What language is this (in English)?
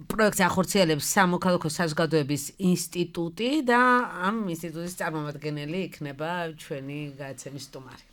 Georgian